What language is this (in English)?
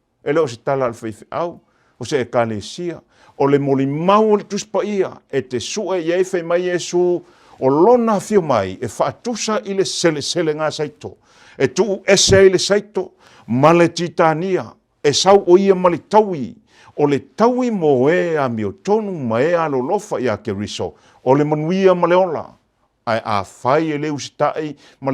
Samoan